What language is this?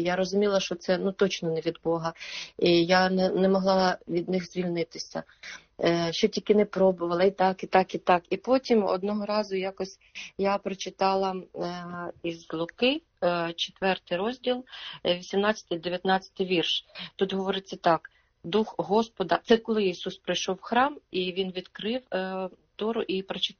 Ukrainian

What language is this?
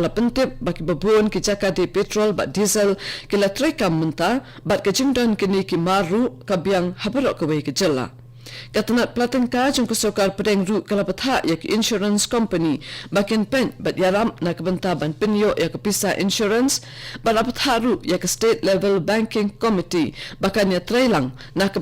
Khasi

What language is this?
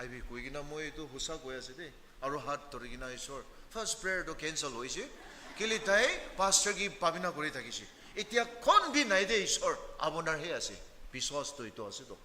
Naga Pidgin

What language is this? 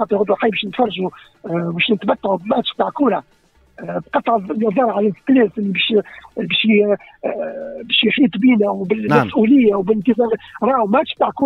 Tunisian Arabic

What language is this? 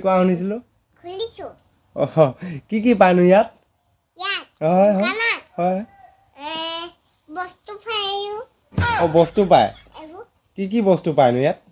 Assamese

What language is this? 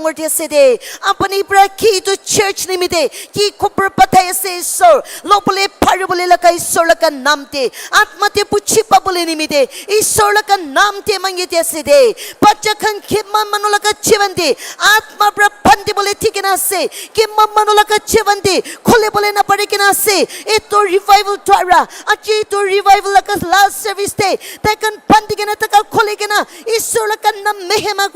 Naga Pidgin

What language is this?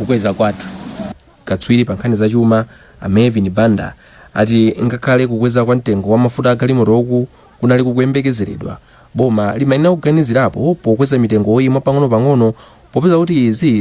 Nyanja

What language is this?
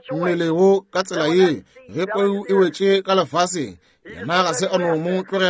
Northern Sotho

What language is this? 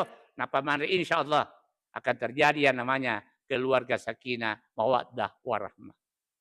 Buginese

